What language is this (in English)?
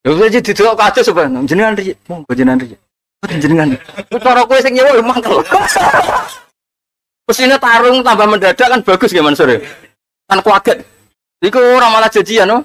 Javanese